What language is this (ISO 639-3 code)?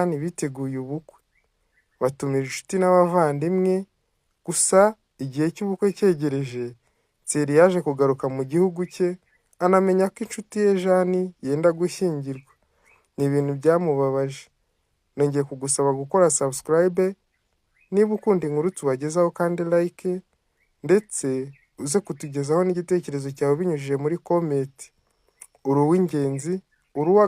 kin